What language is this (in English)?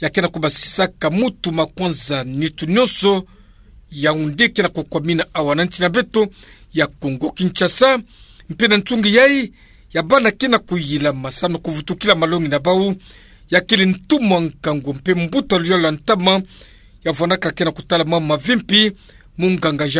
Kituba (Democratic Republic of Congo)